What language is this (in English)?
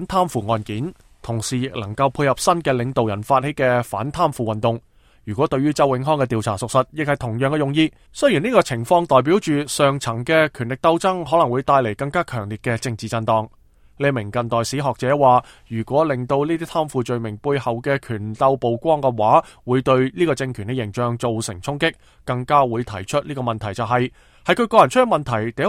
Cantonese